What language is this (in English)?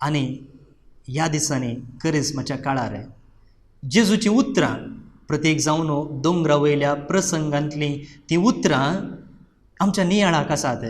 Konkani